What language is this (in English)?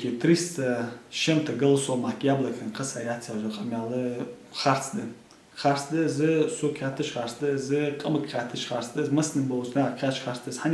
Ingush